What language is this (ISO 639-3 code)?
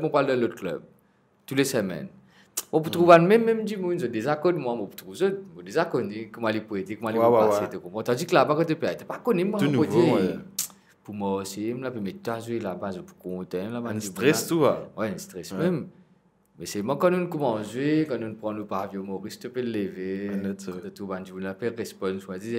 mfe